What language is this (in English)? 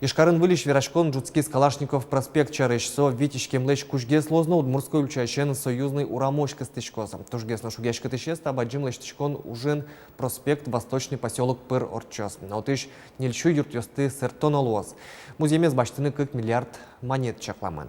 Udmurt